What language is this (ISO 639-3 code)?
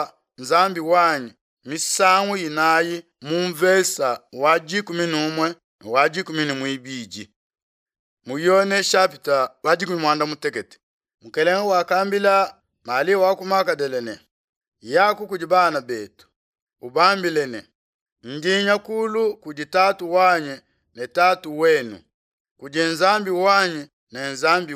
lua